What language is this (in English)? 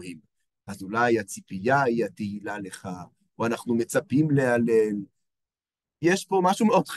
Hebrew